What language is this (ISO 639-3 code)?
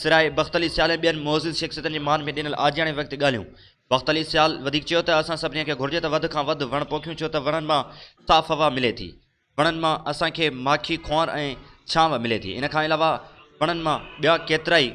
snd